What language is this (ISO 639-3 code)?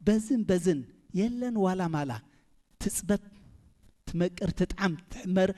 tir